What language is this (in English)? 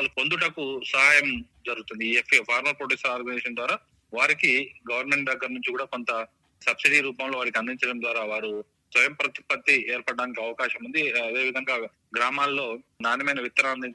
Telugu